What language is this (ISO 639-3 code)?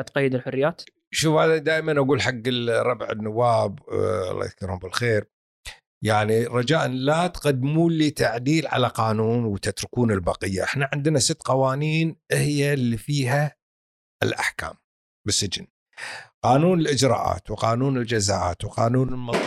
afb